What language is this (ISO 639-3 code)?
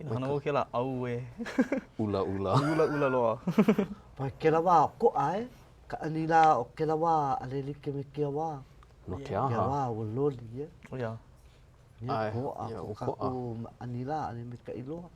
haw